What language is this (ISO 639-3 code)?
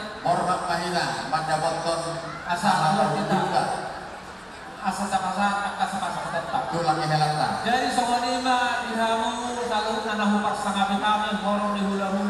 bbc